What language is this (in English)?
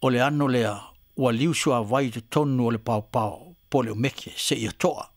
Samoan